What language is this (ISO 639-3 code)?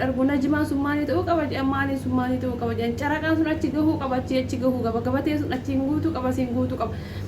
orm